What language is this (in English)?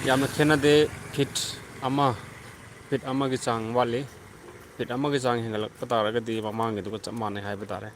Manipuri